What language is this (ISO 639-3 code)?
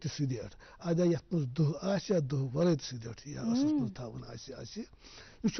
kas